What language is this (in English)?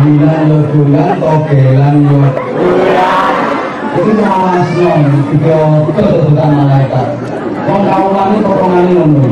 Javanese